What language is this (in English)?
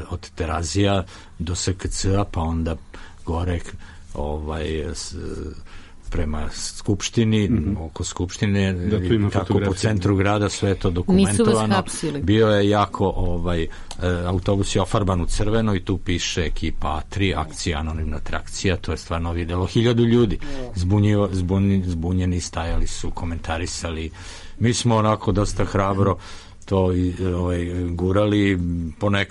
Serbian